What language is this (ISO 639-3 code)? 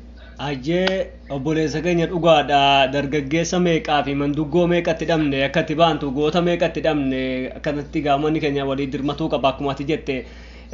orm